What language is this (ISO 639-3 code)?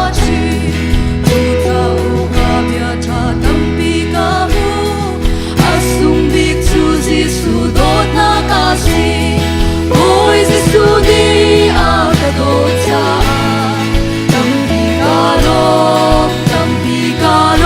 cnh